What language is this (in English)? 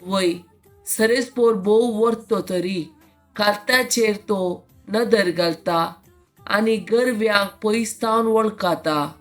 Konkani